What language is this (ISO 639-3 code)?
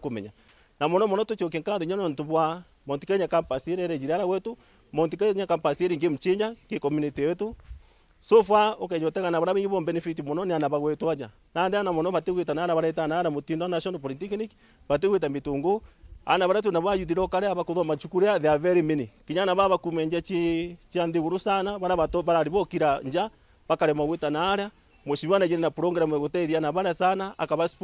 mer